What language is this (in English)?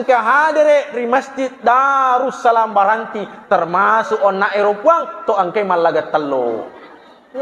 Buginese